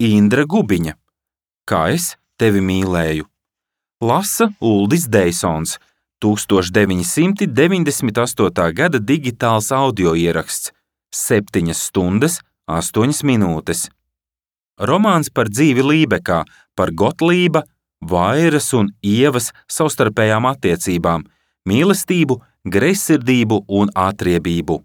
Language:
Latvian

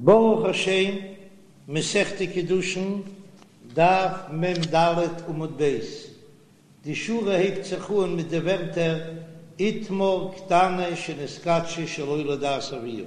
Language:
Yiddish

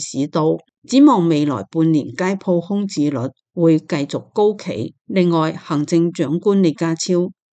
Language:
Cantonese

